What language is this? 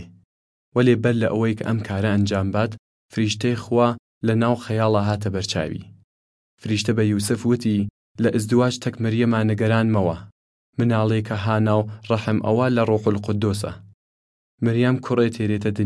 Southern Kurdish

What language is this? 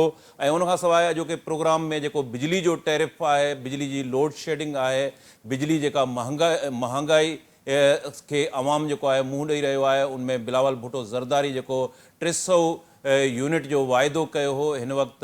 Sindhi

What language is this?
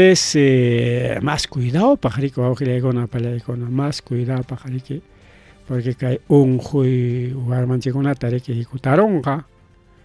Ayacucho Quechua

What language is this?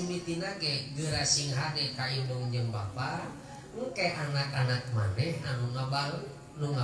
Sundanese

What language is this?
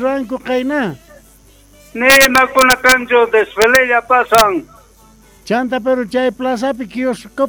Quechua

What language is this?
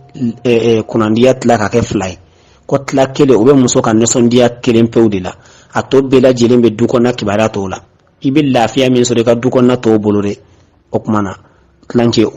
Bambara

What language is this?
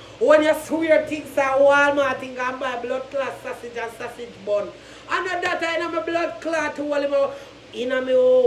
Jamaican Creole English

